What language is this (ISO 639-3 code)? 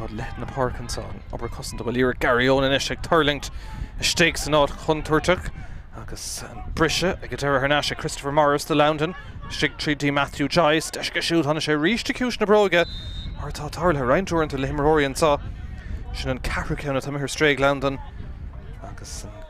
gle